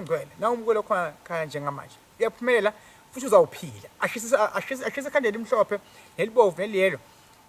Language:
Zulu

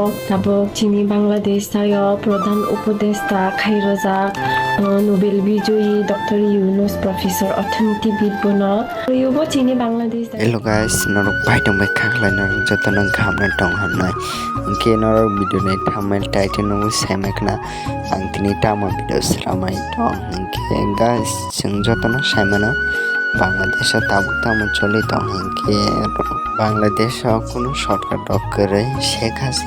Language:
Kok Borok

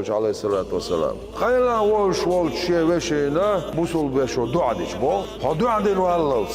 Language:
Chechen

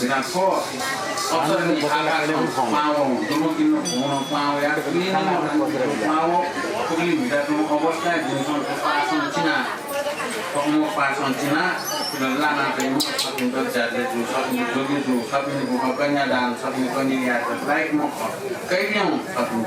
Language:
Newari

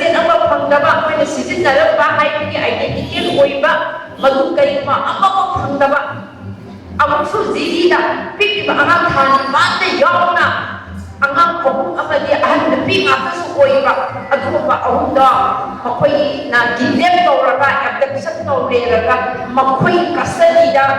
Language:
Manipuri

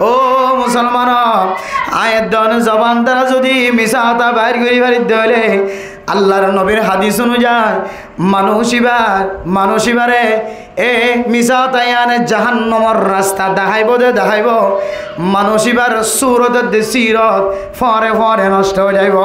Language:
Rohingya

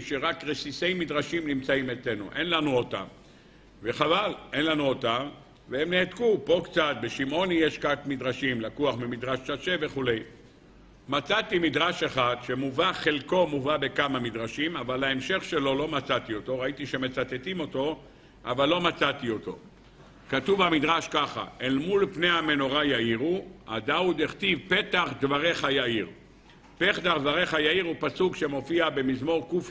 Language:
Hebrew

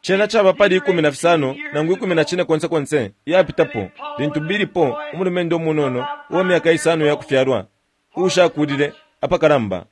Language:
Bemba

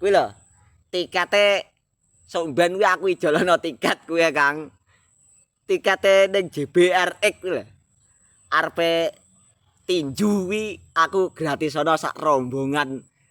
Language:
Javanese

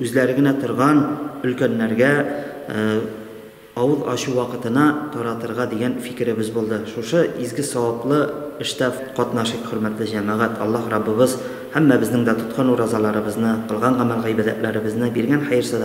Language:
Tatar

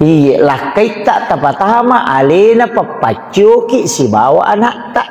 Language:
Buginese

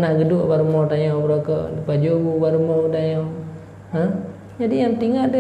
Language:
Achinese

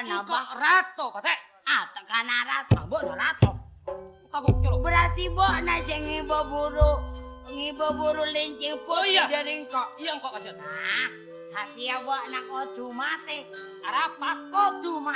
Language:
Madurese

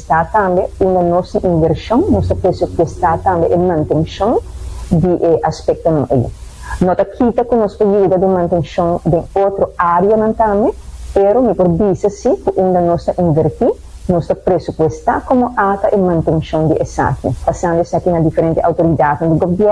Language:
Papiamento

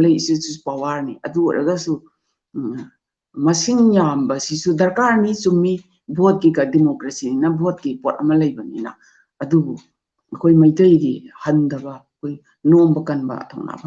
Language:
Manipuri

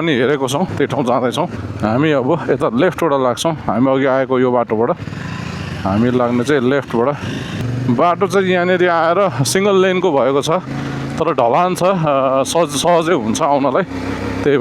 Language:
Nepali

